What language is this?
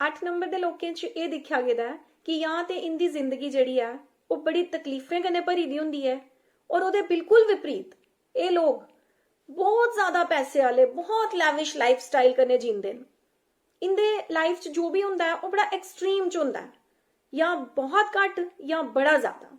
Dogri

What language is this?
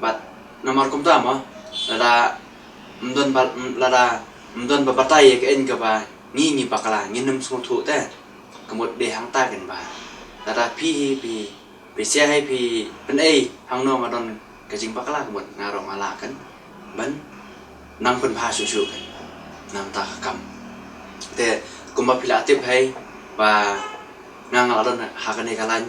Khasi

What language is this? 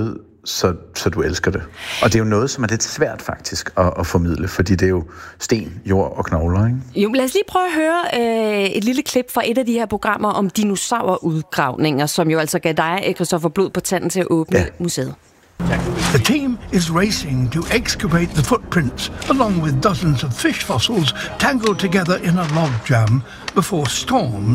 Danish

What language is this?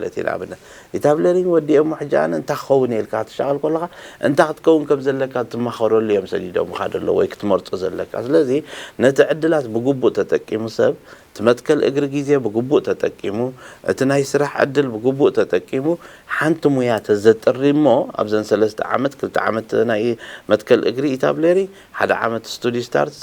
Tigrinya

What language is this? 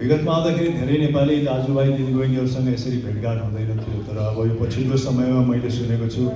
Nepali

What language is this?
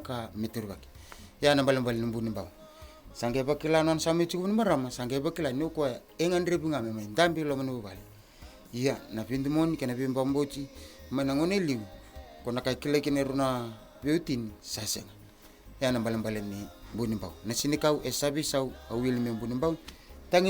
Fijian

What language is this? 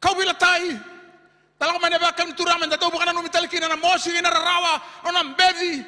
Fijian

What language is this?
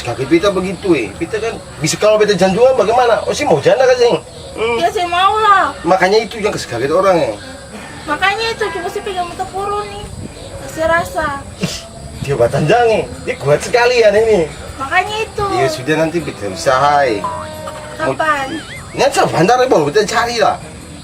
Ambonese Malay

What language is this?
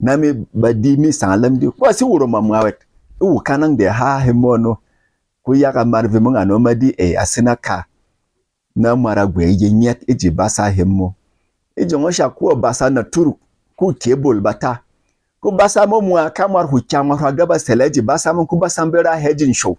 Berom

